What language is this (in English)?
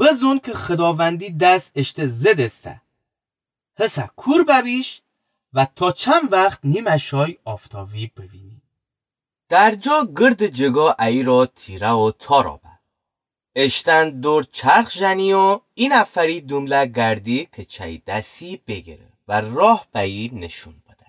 Gilaki